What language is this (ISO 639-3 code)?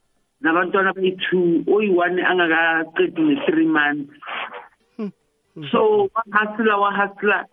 nbl